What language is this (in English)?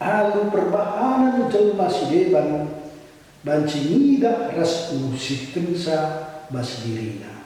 Batak Karo